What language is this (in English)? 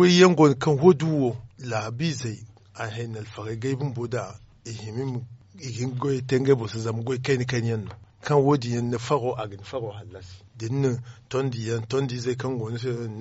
Zarma